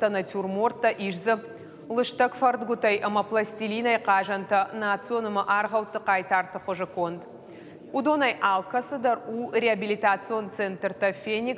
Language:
Ossetic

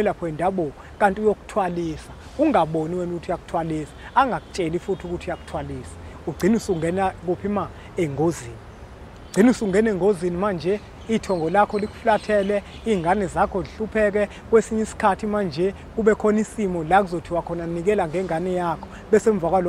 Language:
Zulu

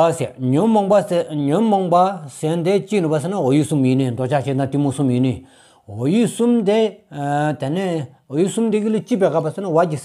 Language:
Stod Bhoti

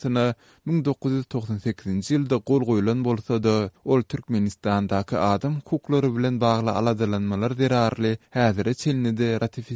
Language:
Turkmen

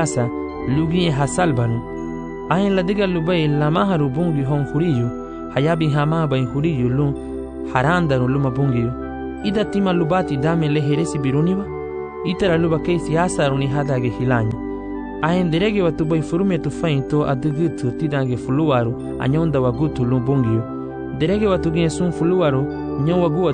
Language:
Garifuna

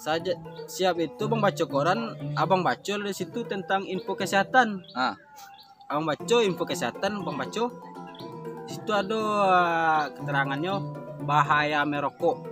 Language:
Minangkabau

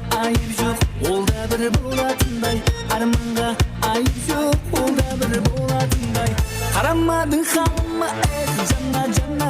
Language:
Kara-Kalpak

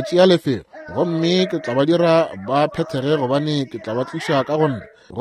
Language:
Northern Sotho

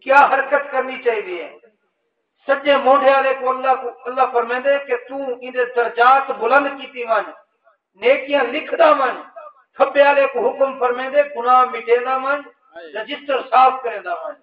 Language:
Saraiki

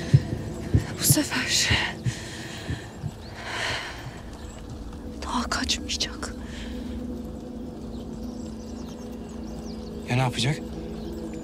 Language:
Turkish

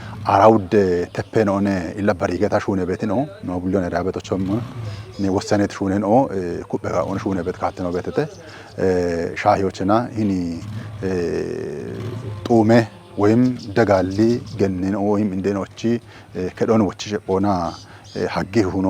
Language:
Kafa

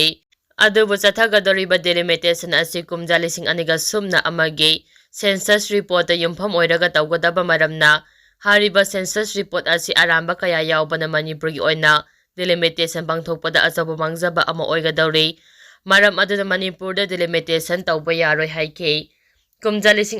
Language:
Manipuri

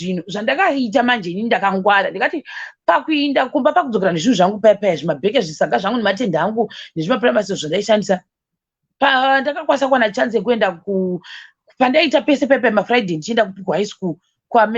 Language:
Shona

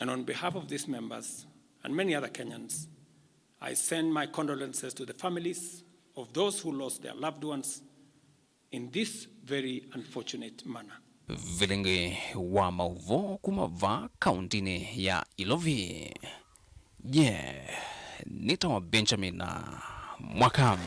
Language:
Kamba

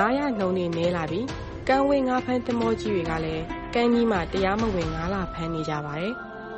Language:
Burmese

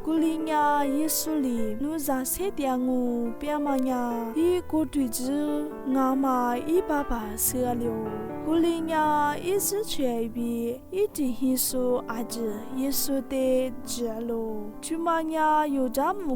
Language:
Lisu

